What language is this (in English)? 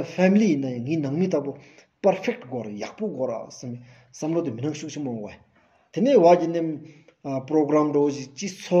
Stod Bhoti